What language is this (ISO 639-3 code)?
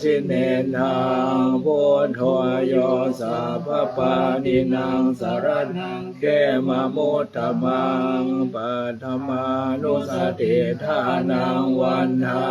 pli